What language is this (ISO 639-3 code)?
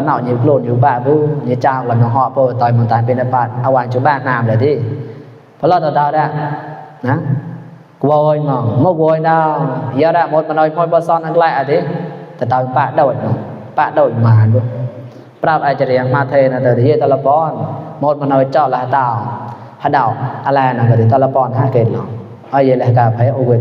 mnw